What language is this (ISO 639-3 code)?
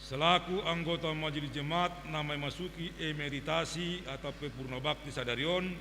bts